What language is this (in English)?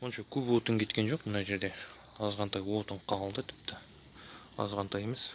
Kazakh